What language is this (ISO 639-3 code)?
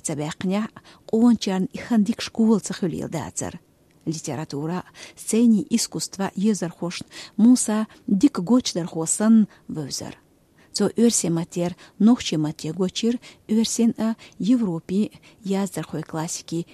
che